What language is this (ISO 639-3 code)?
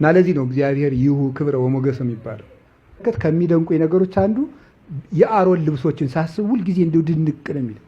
amh